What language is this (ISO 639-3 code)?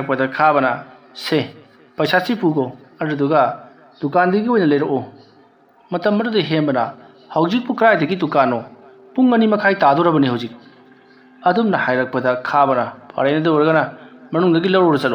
mni